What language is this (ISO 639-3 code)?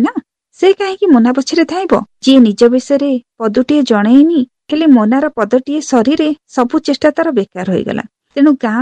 ori